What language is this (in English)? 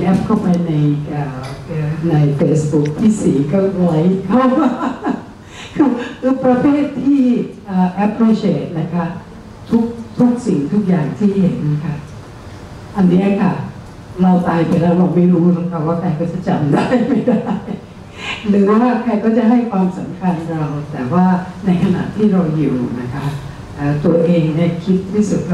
Thai